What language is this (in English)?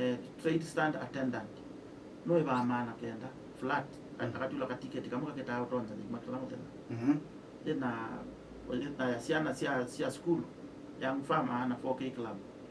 Kamba